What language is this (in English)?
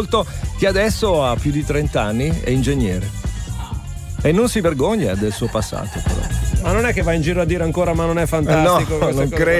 Italian